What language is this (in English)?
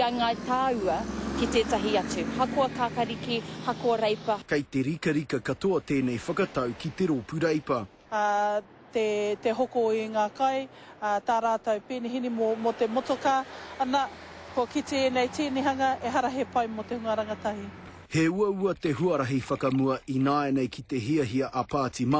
Māori